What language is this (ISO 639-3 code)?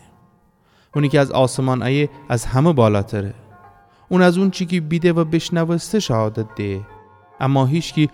glk